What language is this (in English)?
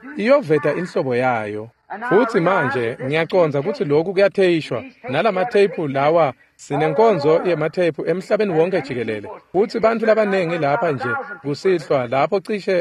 Swati